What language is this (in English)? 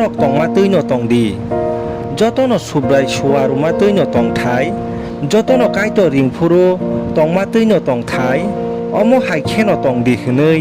Kok Borok